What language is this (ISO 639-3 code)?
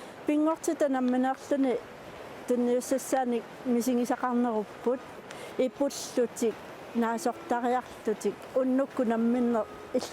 kal